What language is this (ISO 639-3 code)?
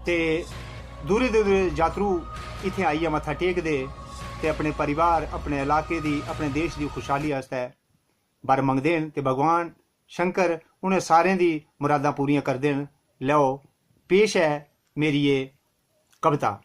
doi